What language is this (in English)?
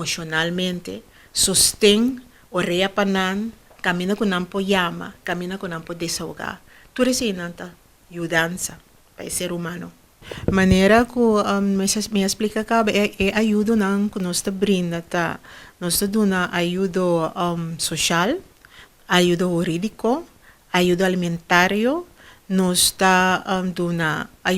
Papiamento